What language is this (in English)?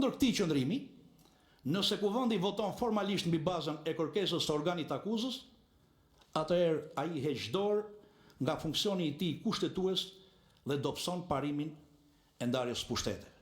Albanian